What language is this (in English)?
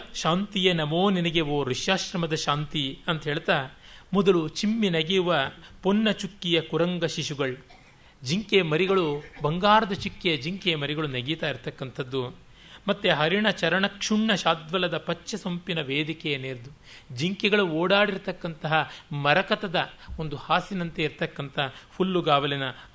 Kannada